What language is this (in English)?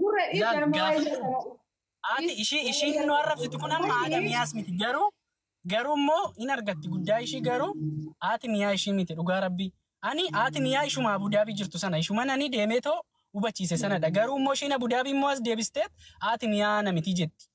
Oromo